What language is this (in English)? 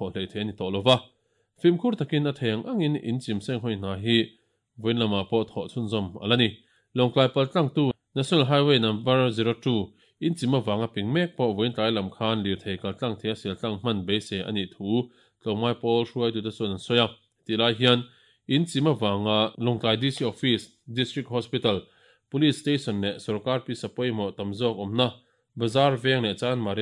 Mizo